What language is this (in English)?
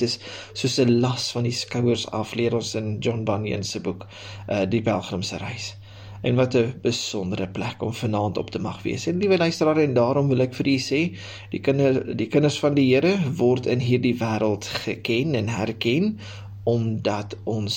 Afrikaans